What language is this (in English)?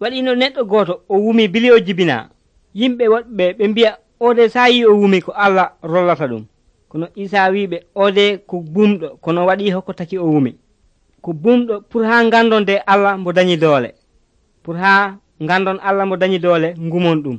Nigerian Fulfulde